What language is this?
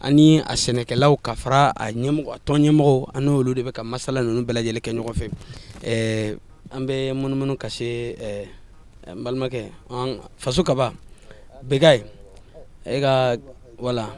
Bambara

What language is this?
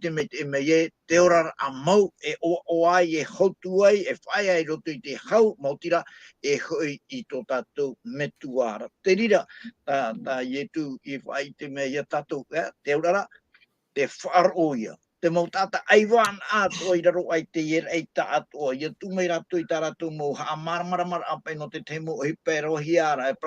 Tahitian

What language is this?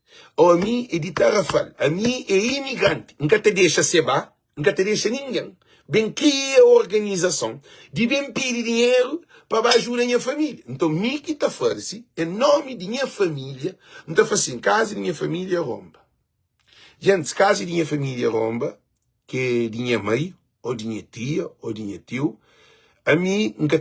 Kabuverdianu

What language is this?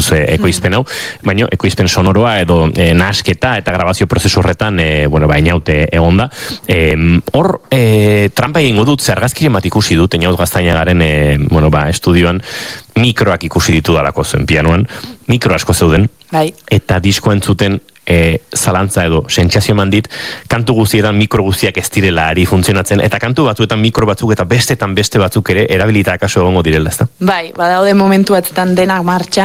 Basque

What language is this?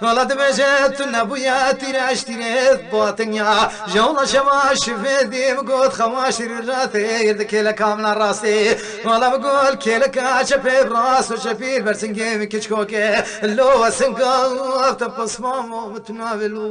Kurdish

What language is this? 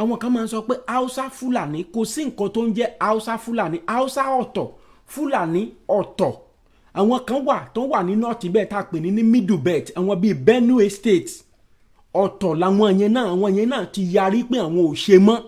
Yoruba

